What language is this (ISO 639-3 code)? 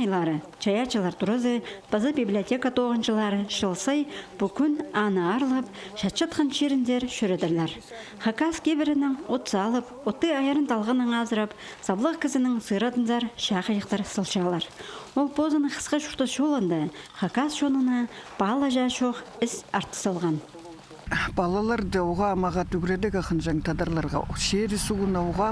kjh